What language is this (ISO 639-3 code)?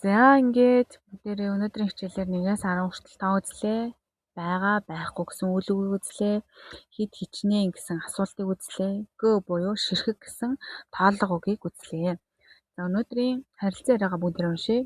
mon